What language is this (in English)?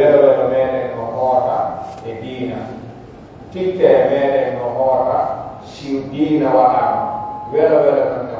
Pular